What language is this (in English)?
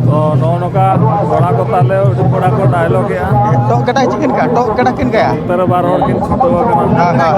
Santali